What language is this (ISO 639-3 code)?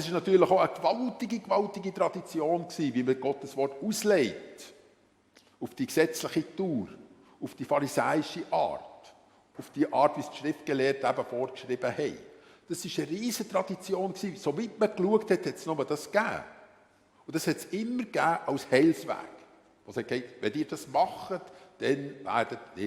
gsw